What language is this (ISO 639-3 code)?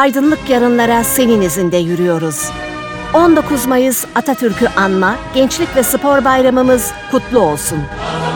tur